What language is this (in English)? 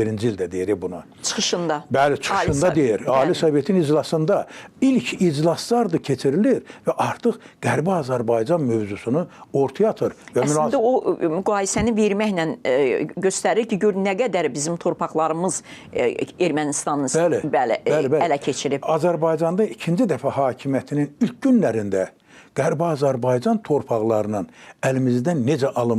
Azerbaijani